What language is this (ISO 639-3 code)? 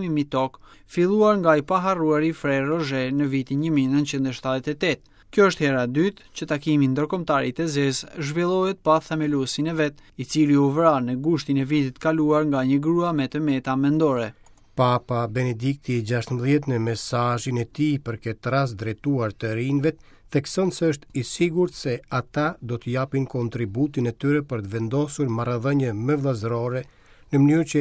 sqi